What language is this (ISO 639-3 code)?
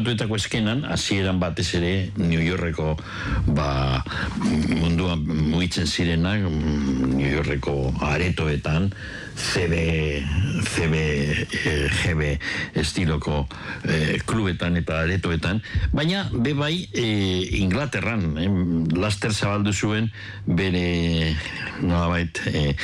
eus